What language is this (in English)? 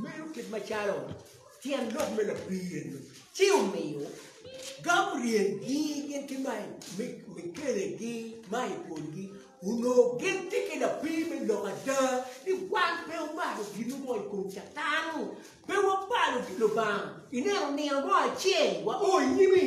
Acoli